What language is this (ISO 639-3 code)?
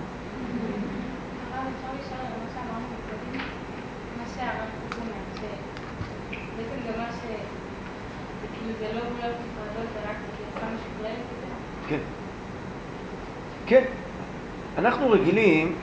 heb